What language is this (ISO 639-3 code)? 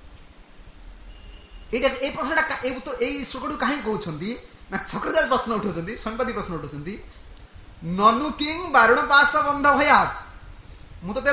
ori